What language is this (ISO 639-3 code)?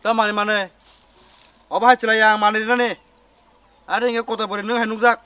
trp